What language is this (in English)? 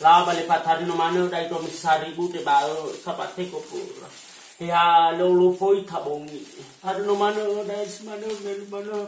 Nias